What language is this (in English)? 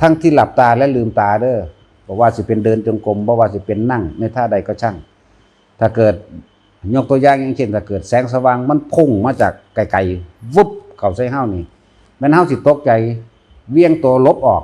Lao